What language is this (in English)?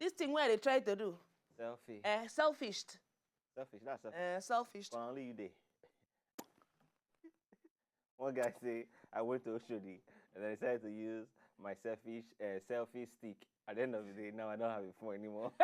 Nigerian Pidgin